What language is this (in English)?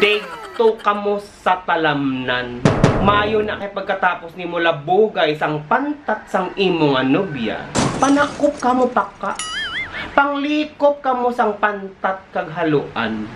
Hiligaynon